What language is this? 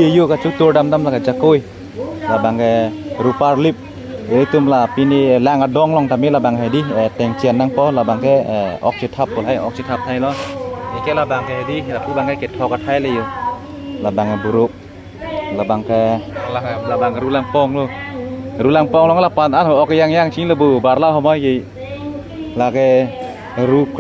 Karbi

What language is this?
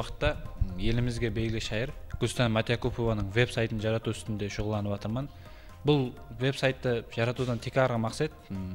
Kara-Kalpak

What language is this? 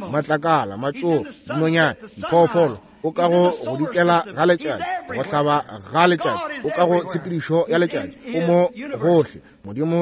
Northern Sotho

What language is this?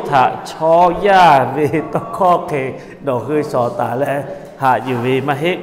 Lahu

